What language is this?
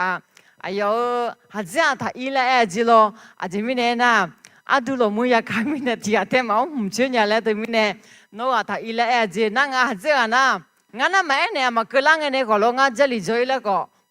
Akha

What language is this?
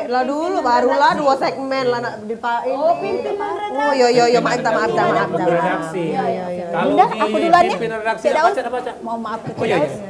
Musi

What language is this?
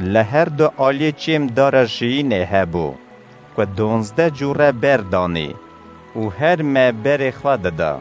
Kurdish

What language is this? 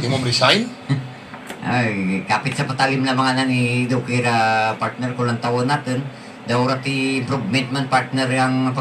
Hiligaynon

